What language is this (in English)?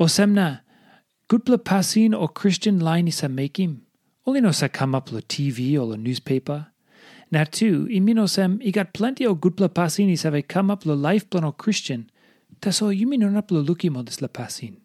Tok Pisin